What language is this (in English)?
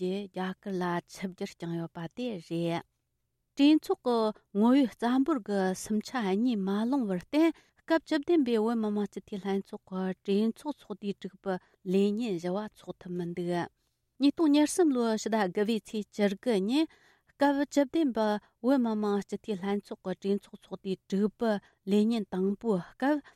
Tibetan